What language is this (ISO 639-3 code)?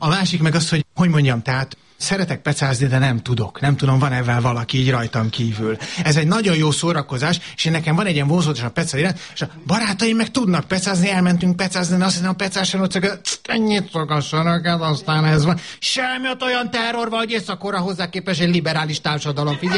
hun